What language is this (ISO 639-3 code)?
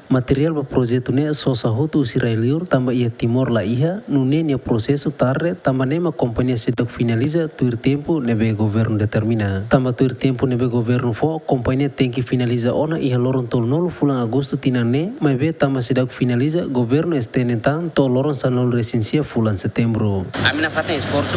tet